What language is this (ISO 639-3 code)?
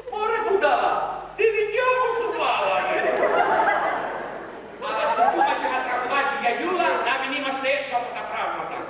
ell